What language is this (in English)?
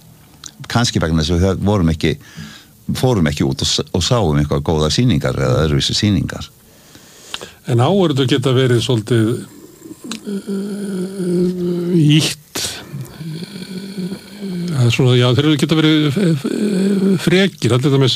Icelandic